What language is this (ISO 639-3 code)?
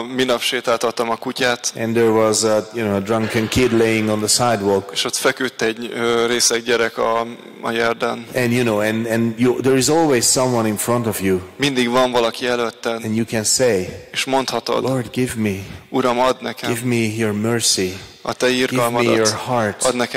hun